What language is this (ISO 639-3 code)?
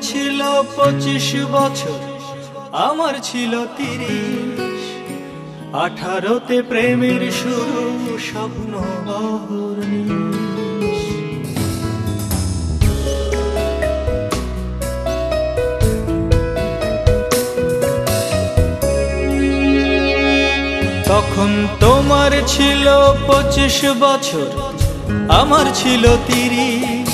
ben